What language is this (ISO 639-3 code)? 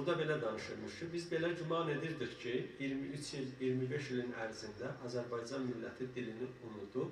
azb